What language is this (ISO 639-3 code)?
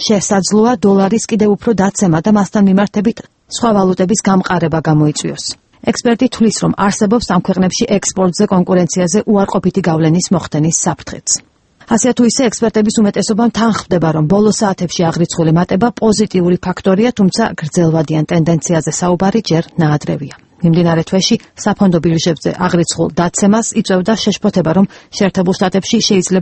kat